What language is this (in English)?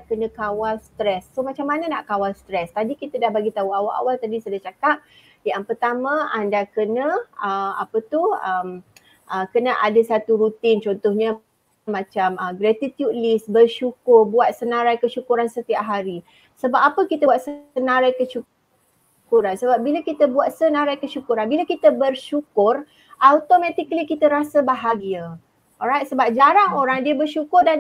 Malay